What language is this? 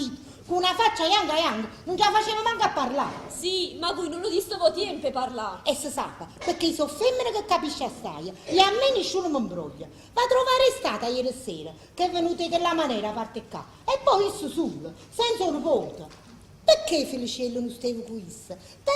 Neapolitan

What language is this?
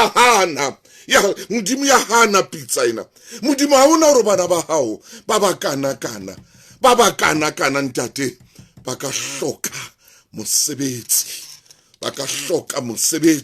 Southern Sotho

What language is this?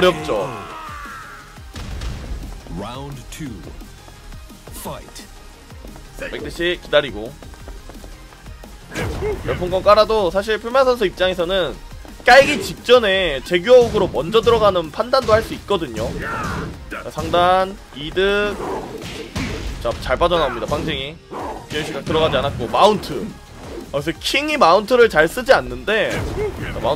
Korean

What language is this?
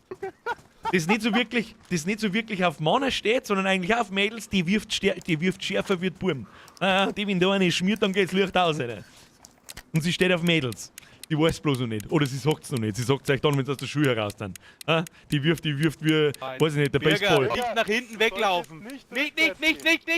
Bavarian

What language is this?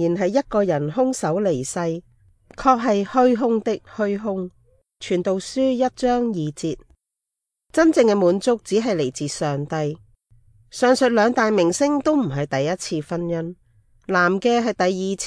Cantonese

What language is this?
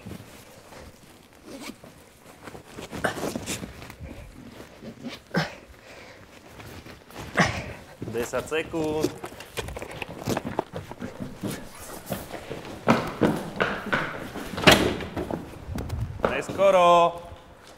Slovak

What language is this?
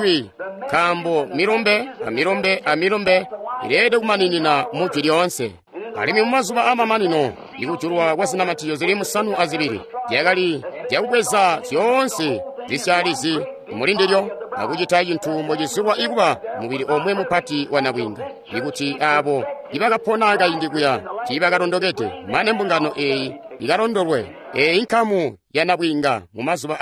Tonga (Zambia)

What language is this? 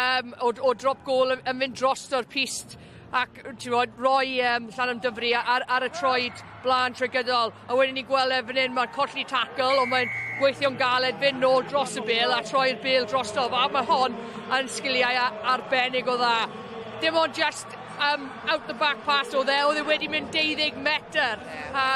Welsh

